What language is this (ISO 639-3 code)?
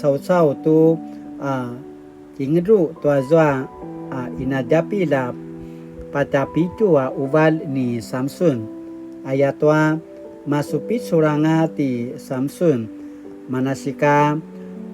pwn